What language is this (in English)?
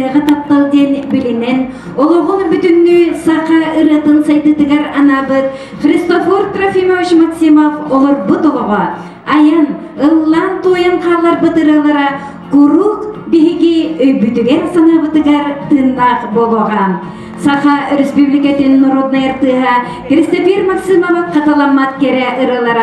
Yakut